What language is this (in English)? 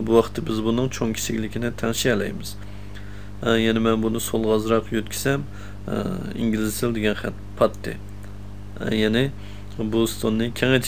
Uyghur